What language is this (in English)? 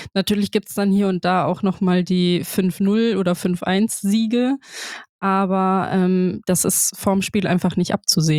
German